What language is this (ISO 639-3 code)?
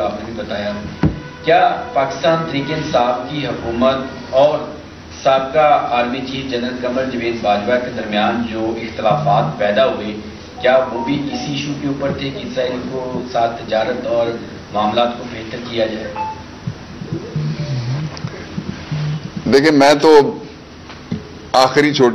urd